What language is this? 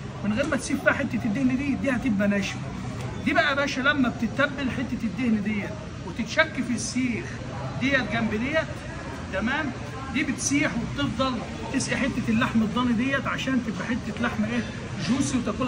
Egyptian Arabic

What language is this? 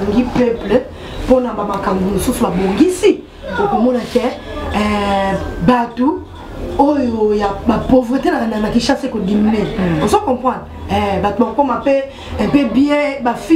Lingala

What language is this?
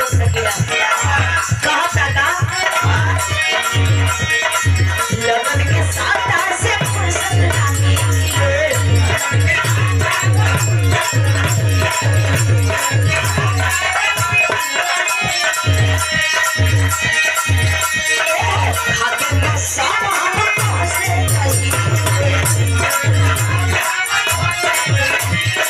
Bhojpuri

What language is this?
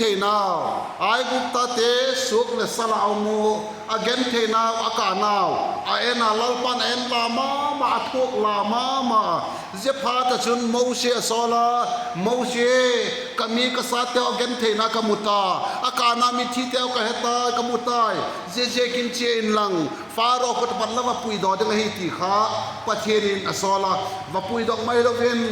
Vaiphei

